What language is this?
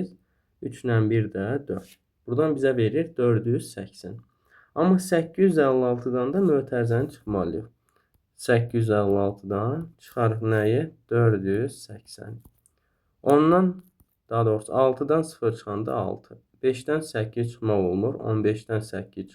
Azerbaijani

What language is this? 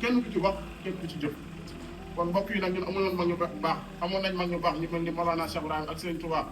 Wolof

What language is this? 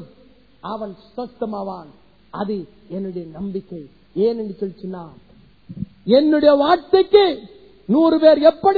Tamil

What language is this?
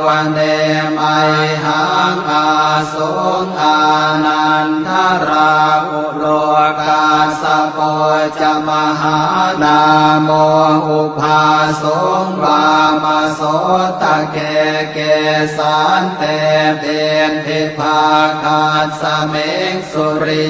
Pali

